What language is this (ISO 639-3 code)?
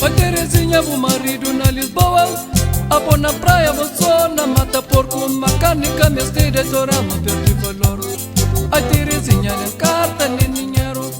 kea